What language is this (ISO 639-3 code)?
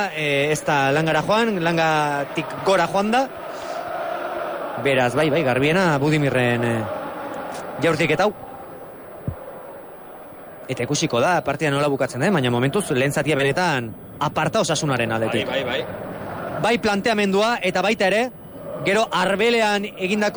eus